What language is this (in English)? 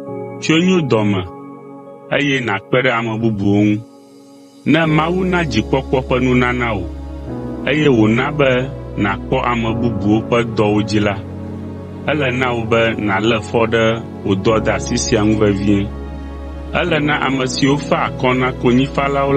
Ewe